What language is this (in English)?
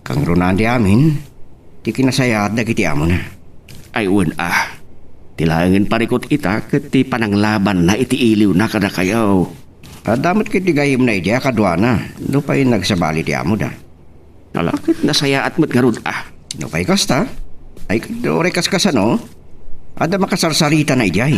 Iloko